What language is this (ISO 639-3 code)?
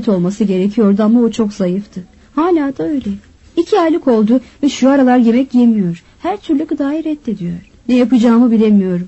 tur